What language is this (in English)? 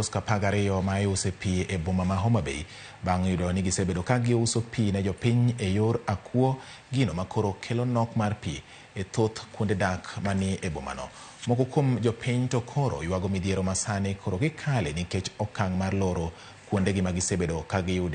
Luo (Kenya and Tanzania)